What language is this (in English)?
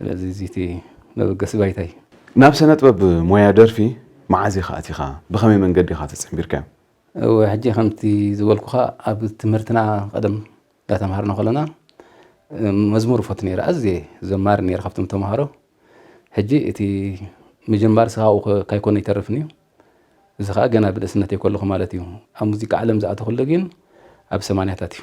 Tigrinya